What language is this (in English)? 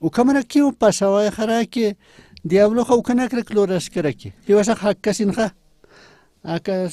Aymara